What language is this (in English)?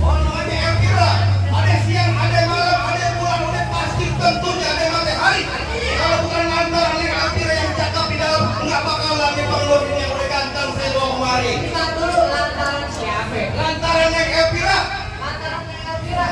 Betawi